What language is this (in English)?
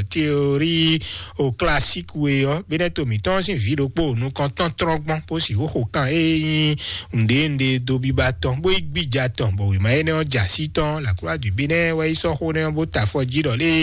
Fon